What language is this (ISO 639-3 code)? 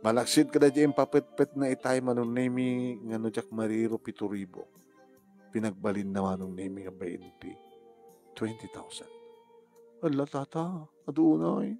ilo